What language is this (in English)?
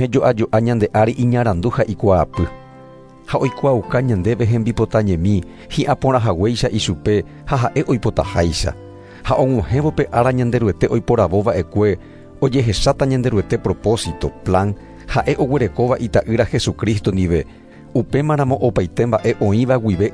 Guarani